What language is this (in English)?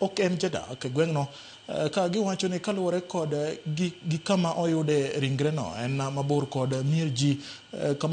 Luo (Kenya and Tanzania)